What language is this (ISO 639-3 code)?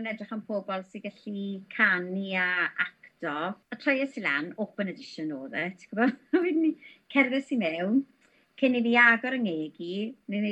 cym